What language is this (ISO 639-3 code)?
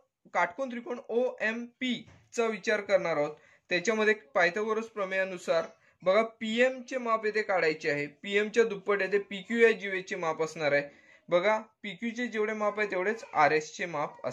mar